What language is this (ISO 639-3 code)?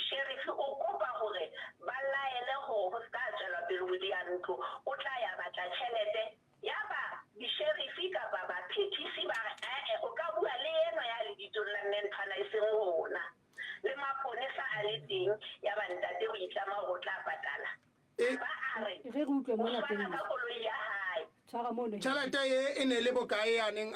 sot